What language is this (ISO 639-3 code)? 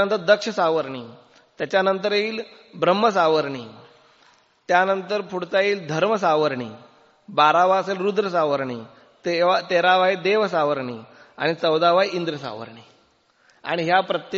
mar